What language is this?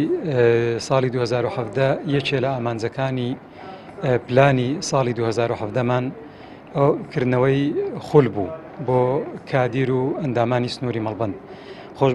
Central Kurdish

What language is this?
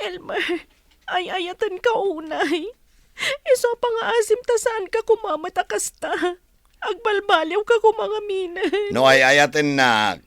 Iloko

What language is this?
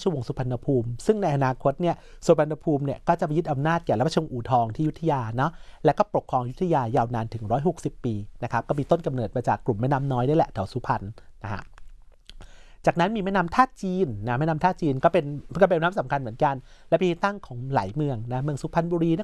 Thai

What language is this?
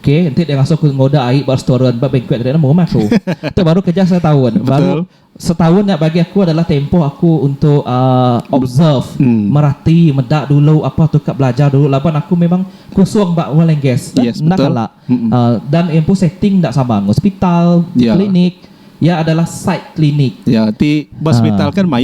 Iban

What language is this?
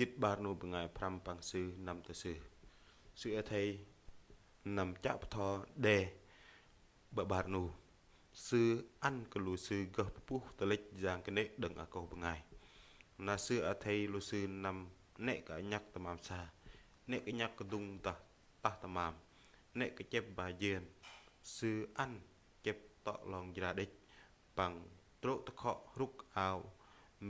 Bahnar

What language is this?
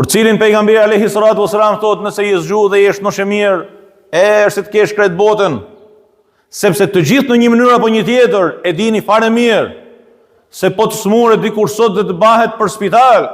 Albanian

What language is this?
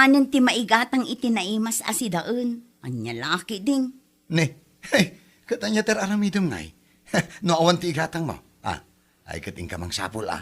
Iloko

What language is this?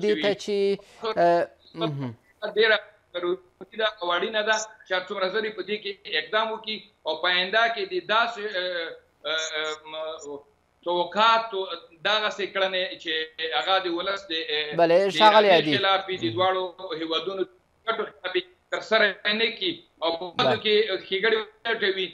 Pashto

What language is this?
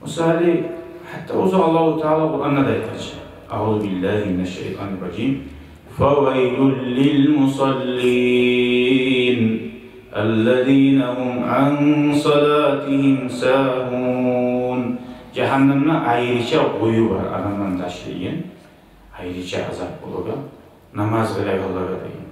Kumyk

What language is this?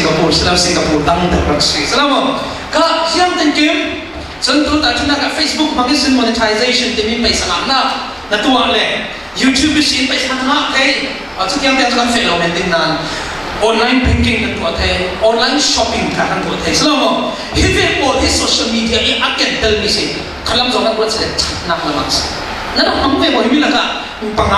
Falam Chin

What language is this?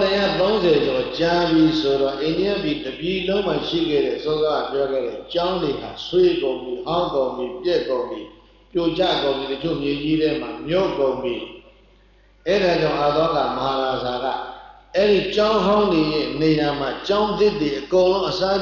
Burmese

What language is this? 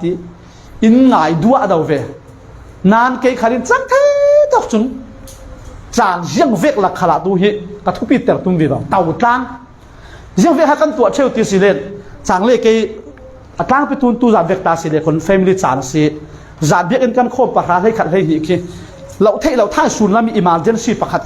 Falam Chin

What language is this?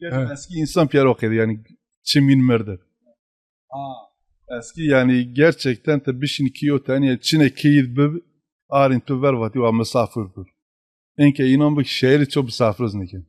Zaza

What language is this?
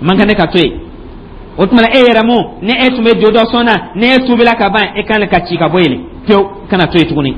Dyula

